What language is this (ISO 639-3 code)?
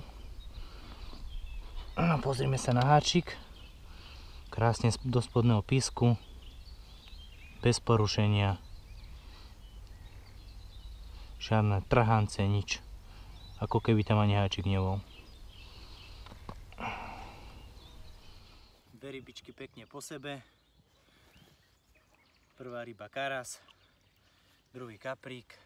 slk